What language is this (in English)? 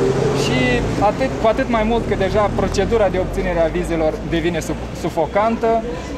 Romanian